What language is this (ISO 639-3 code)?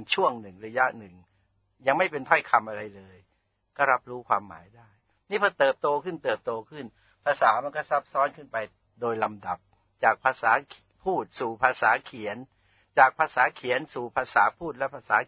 tha